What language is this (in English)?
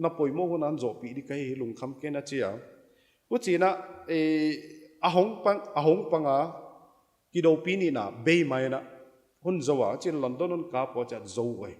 Paite Chin